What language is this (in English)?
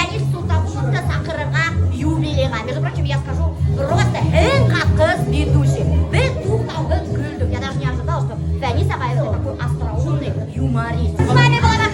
Bashkir